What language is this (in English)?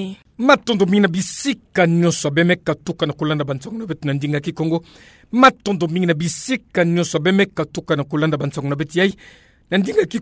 Kituba (Democratic Republic of Congo)